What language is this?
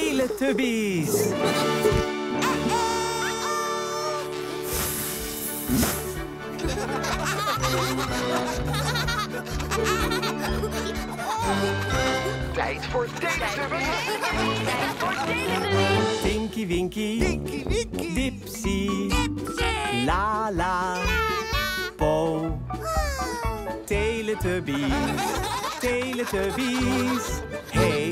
Dutch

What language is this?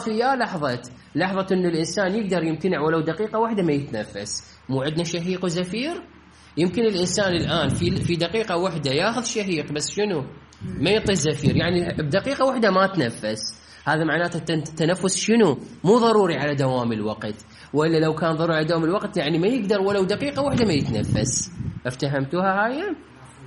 Mesopotamian Arabic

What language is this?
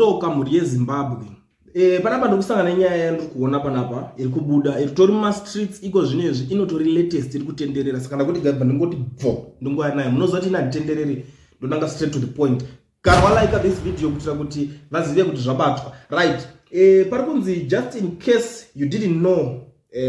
Shona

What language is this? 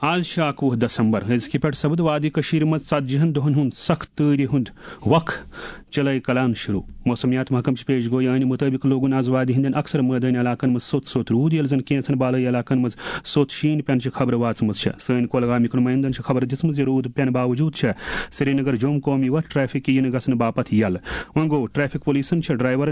Kashmiri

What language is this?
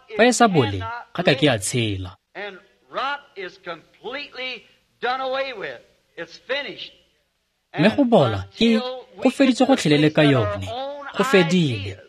Tswana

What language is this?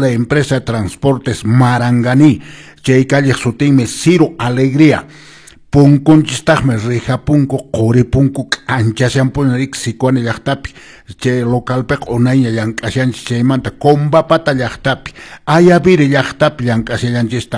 Quechua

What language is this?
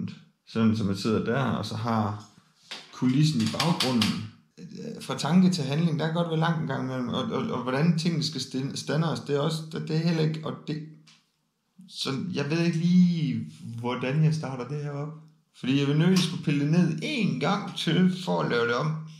Danish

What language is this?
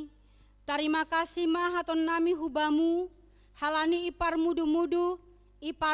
Batak Simalungun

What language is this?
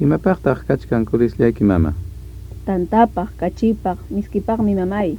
Ayacucho Quechua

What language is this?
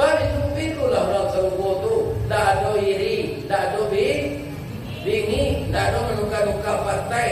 Minangkabau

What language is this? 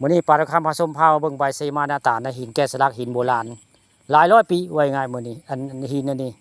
Northeastern Thai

